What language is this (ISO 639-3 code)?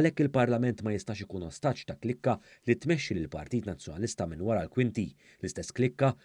mlt